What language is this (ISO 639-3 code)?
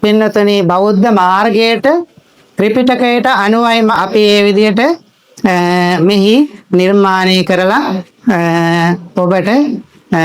sin